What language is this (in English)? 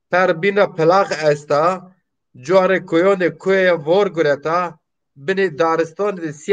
Zaza